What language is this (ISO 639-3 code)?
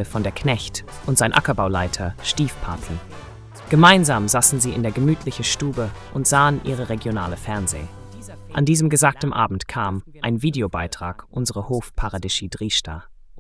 gsw